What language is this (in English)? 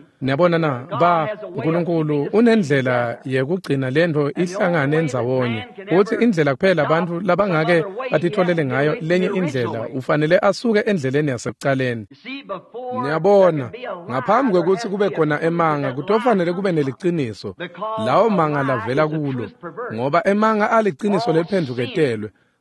Swati